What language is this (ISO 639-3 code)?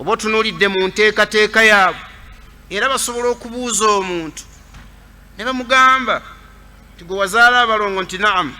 lug